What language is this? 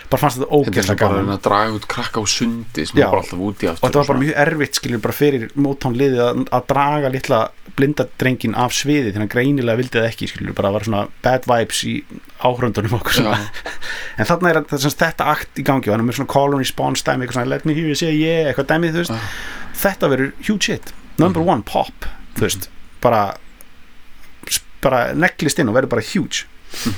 Icelandic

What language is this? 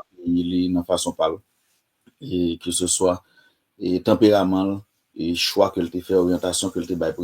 Haitian Creole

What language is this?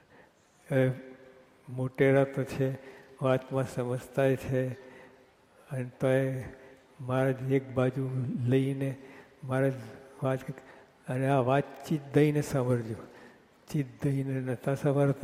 Gujarati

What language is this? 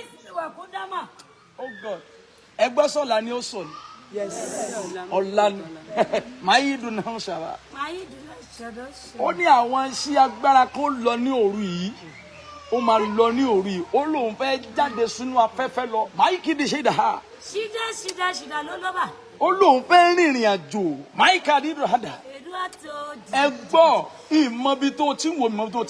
Yoruba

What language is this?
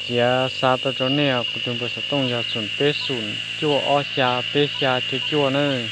Hmong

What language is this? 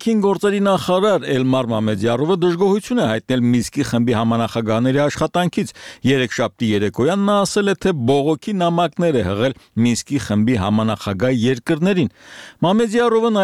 Armenian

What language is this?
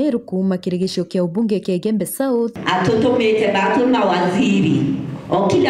Meru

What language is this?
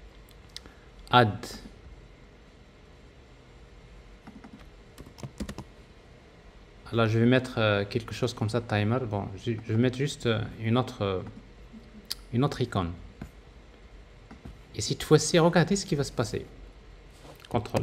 French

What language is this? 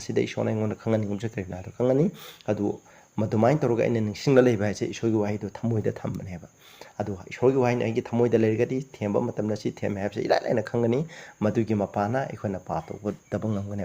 Manipuri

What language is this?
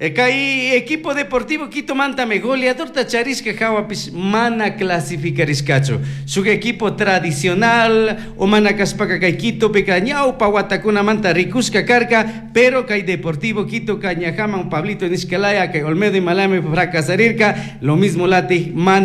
Chimborazo Highland Quichua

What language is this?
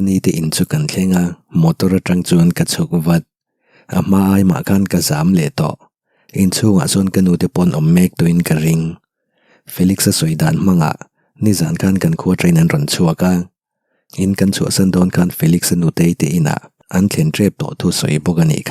Mizo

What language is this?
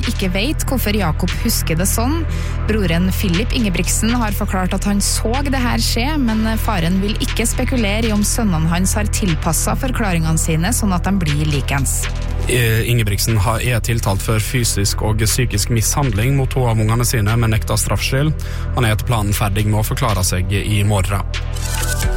Norwegian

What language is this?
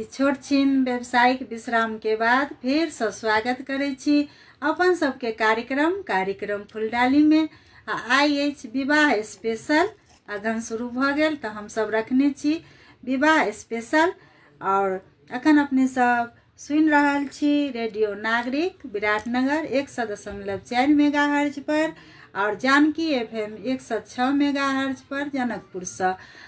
Maithili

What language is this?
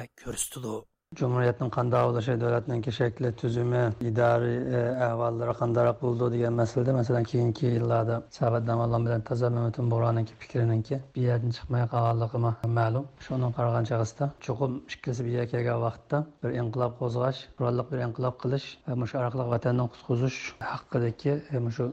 Uyghur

